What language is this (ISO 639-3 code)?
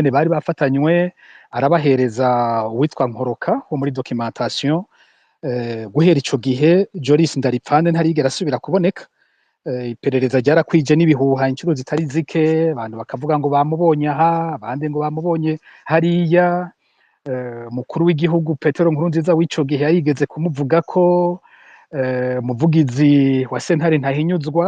run